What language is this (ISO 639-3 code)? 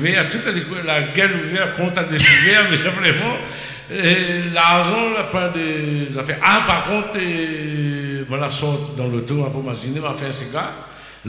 rcf